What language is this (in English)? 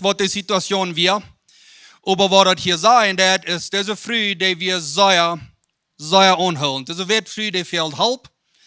Plautdietsch